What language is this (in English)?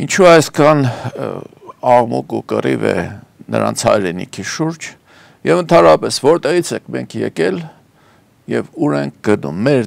Armenian